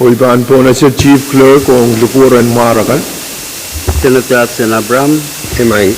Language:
Pohnpeian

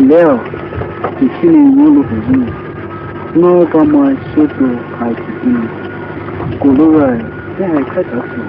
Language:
Poumei Naga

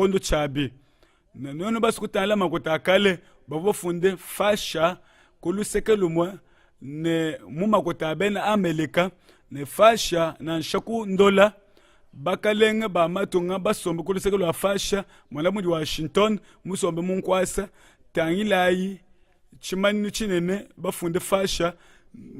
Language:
Luba-Lulua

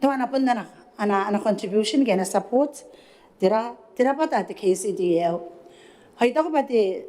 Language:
Gilbertese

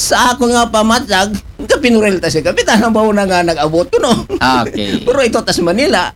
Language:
Aklanon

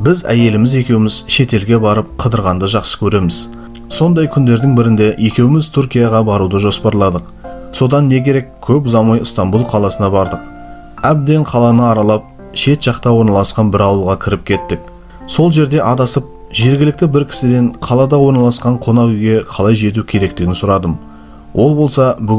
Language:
Kazakh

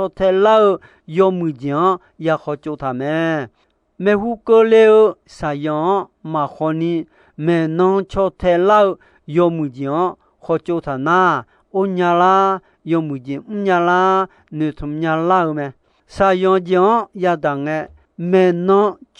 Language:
Akha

